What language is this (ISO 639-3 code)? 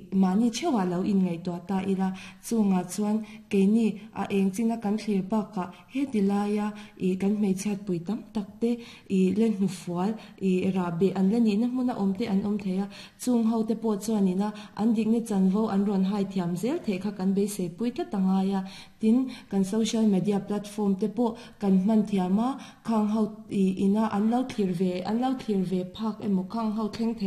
lus